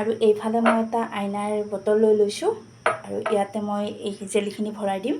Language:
Assamese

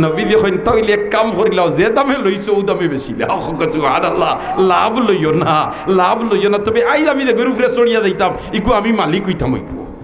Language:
Sylheti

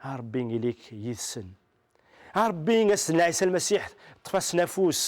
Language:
Kabyle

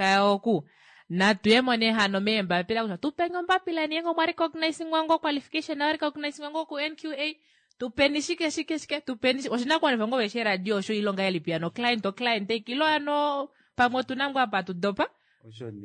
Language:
Kuanyama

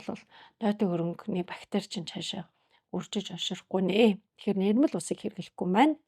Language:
Mongolian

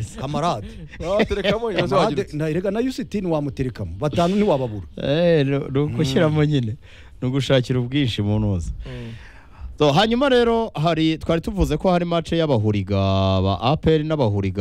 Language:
Kinyarwanda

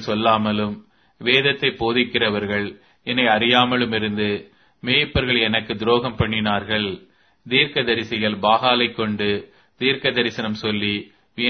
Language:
Tamil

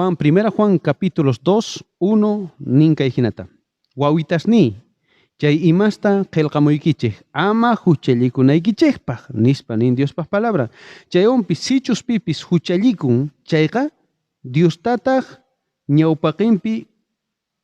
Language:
South Bolivian Quechua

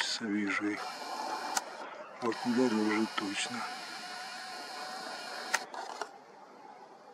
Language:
Russian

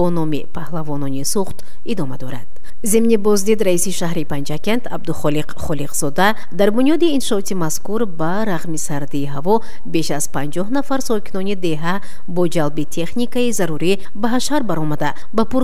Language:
Tajik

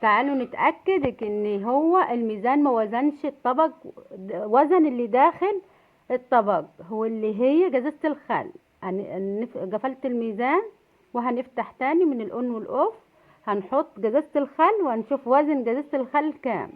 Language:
Egyptian Arabic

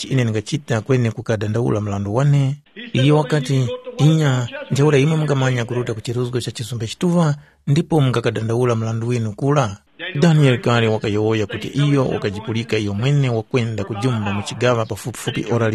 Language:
Tumbuka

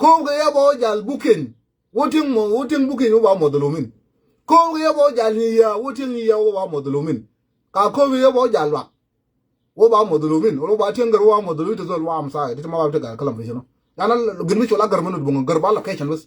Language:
Nuer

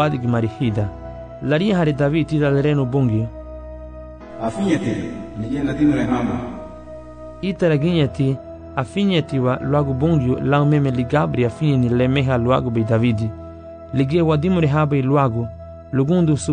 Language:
Garifuna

